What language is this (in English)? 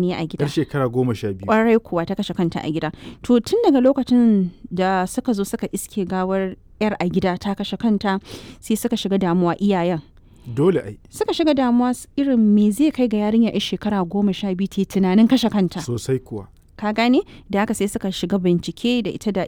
Hausa